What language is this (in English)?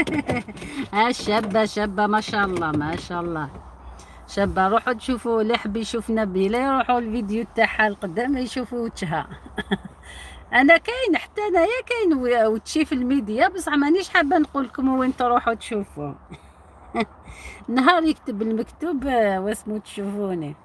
Algerian Arabic